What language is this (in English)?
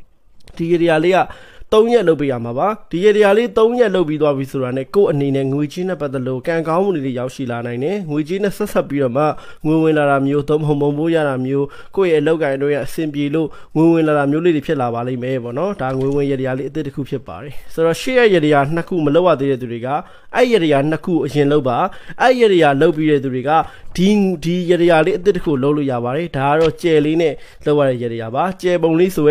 Burmese